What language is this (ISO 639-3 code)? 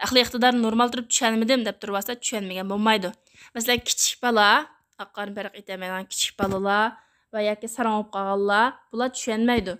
uig